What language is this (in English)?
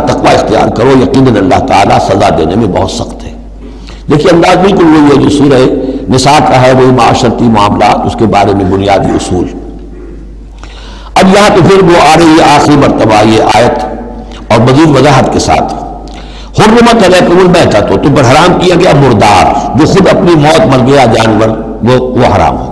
Urdu